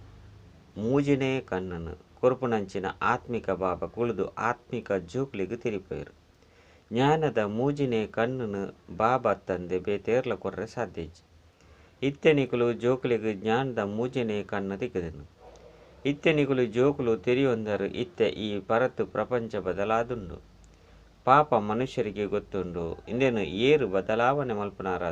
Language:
Tulu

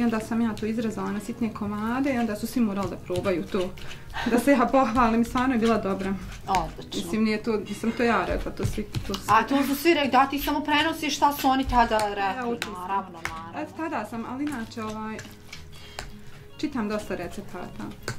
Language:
Bosnian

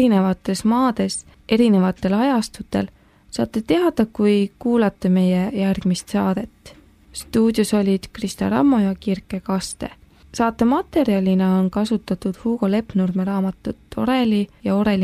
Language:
Estonian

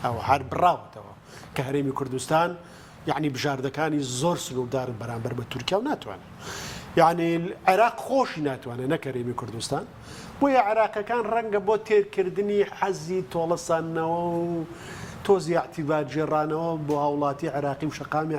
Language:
Central Kurdish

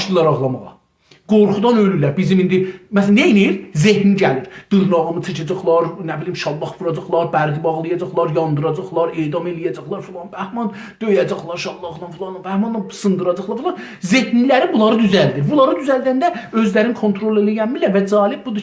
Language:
South Azerbaijani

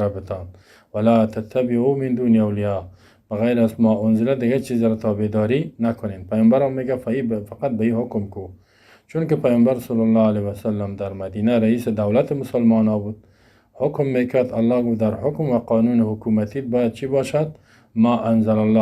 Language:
Persian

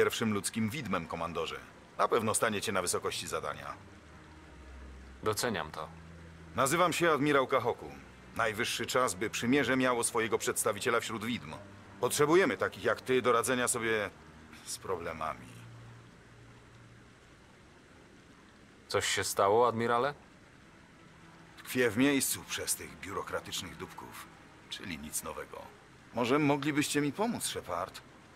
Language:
Polish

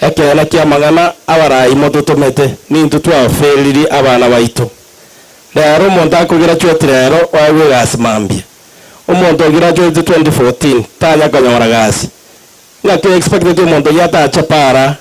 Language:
Gusii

